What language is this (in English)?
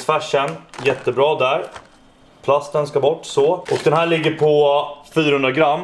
Swedish